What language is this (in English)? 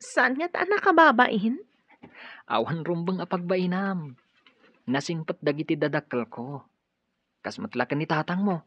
Iloko